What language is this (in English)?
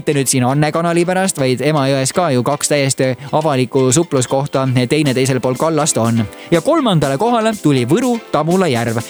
Estonian